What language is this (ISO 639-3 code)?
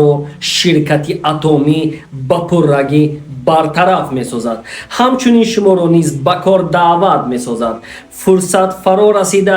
tgk